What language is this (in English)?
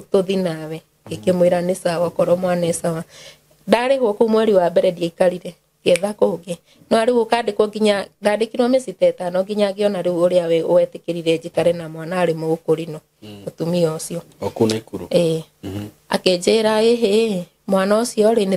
Kikuyu